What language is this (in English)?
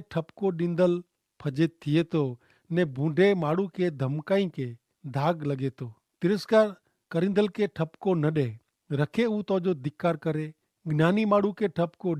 Kachhi